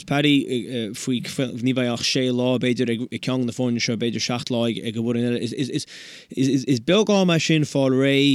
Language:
Irish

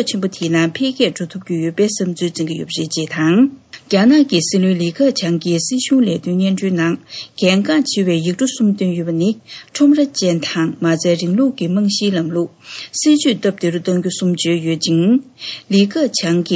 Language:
Tibetan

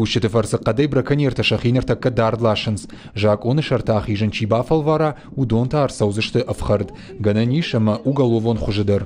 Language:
Ossetic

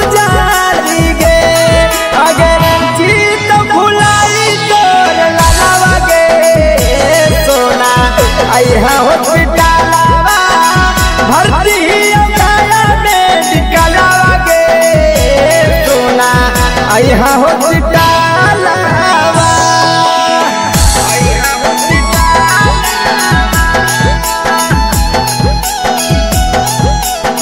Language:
Magahi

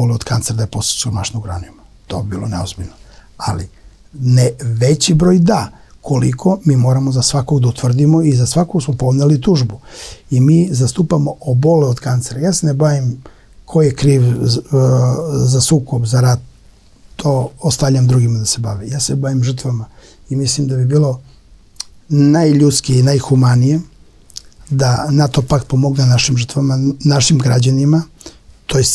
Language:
Serbian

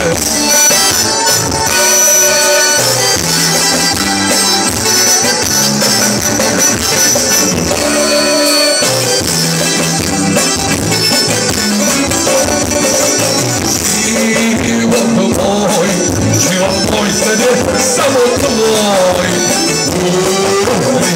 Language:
Croatian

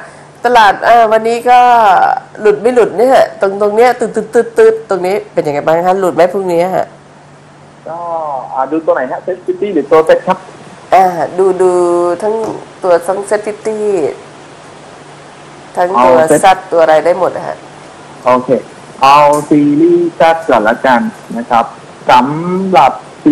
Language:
Thai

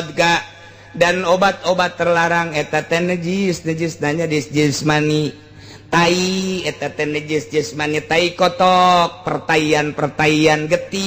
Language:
Sundanese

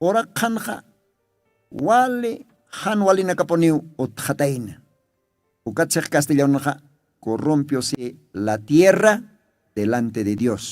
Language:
Aymara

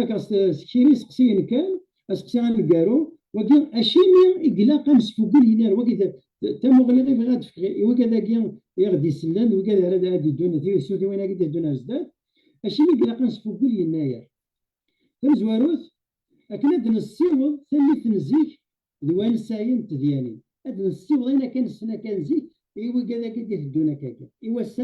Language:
Kabyle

